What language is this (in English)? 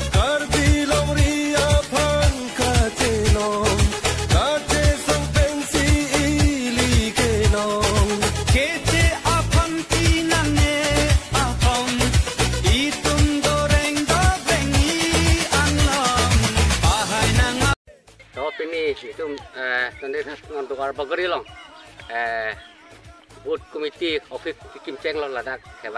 Karbi